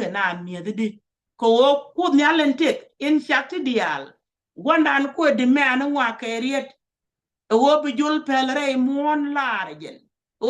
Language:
Nuer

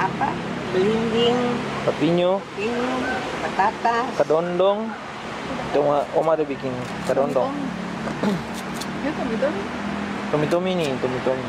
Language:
Ambonese Malay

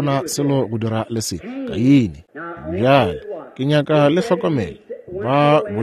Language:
Northern Sotho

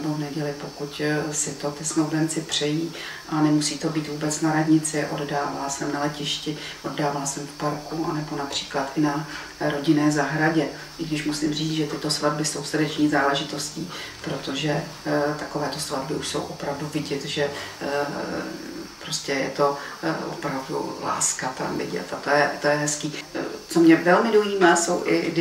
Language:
Czech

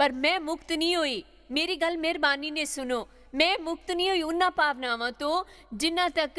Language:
Dogri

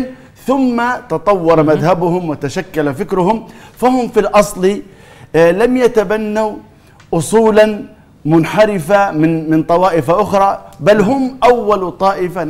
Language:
Arabic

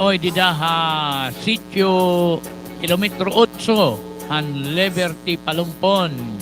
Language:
Waray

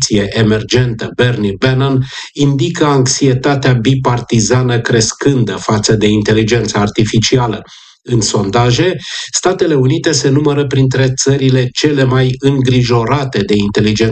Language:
Romanian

